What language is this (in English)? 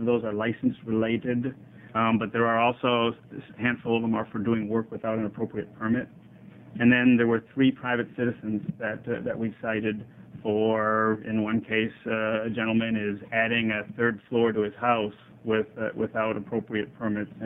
English